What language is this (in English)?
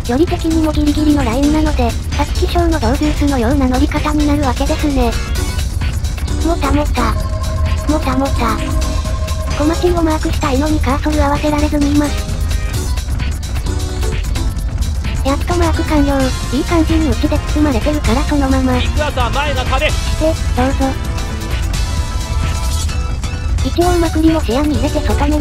Japanese